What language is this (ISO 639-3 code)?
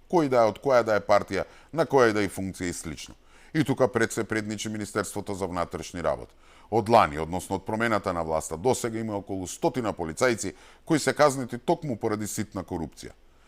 mkd